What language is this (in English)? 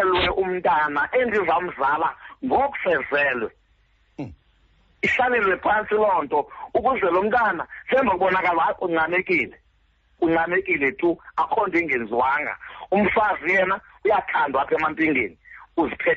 Xhosa